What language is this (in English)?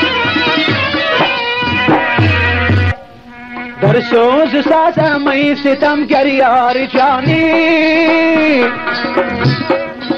Persian